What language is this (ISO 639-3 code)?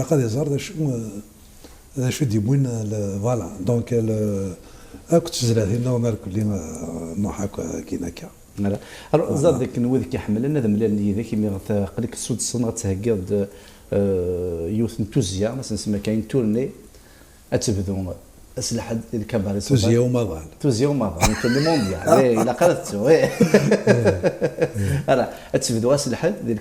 kab